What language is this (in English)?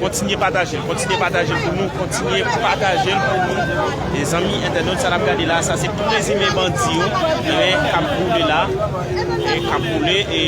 Haitian Creole